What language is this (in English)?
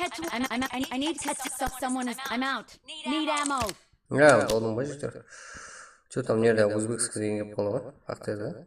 Kara-Kalpak